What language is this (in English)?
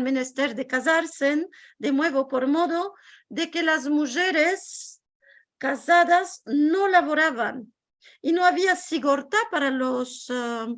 Ladino